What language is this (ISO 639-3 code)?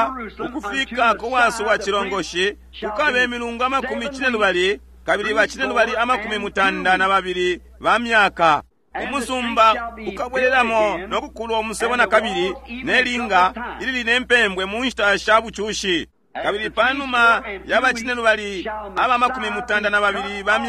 bem